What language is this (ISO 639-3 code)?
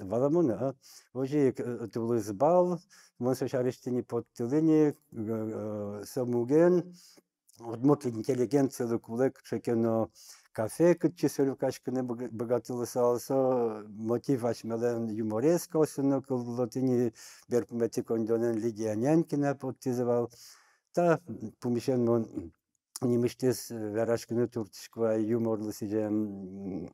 udm